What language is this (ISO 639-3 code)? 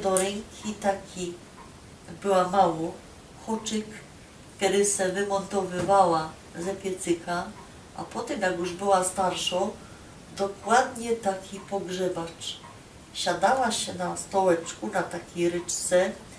szl